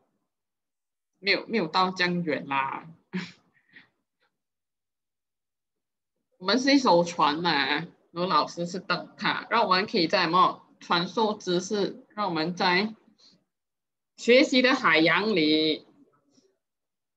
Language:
Chinese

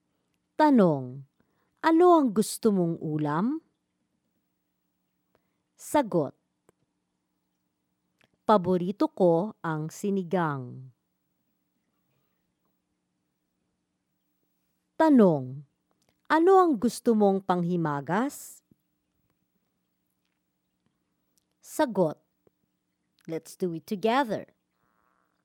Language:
Filipino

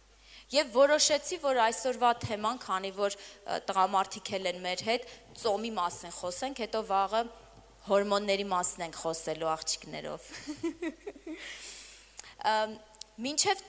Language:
Armenian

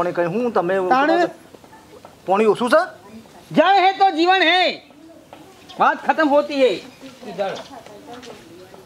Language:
Gujarati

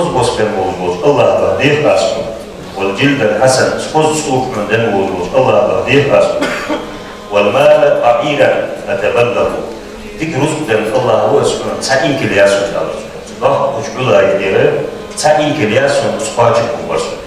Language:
Ingush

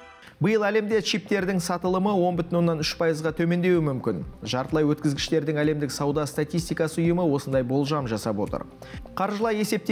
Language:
Kazakh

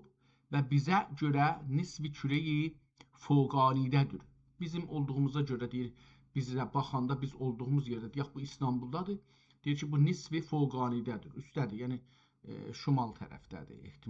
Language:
South Azerbaijani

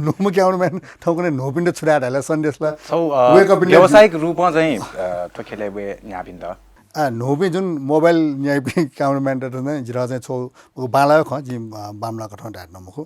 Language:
Newari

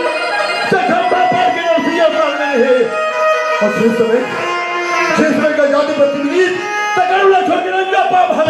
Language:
Chhattisgarhi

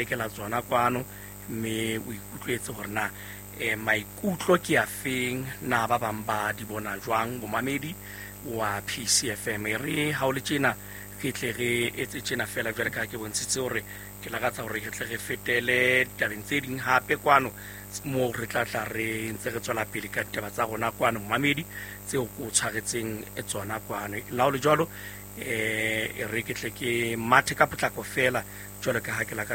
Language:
Southern Sotho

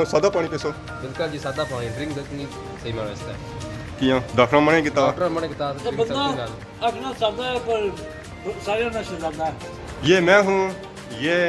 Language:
Pahari-Potwari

